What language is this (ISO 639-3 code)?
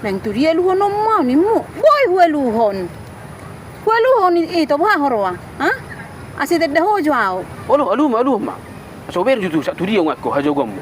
bbc